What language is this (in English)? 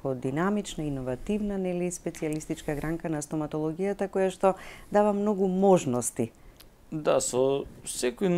Macedonian